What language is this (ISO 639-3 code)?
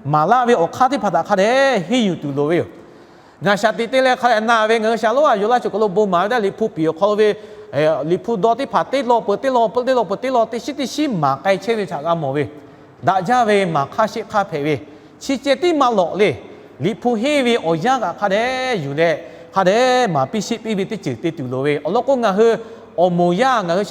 lhu